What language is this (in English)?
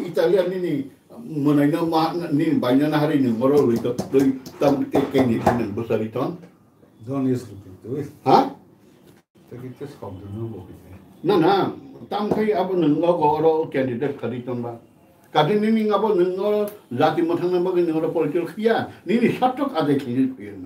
Kok Borok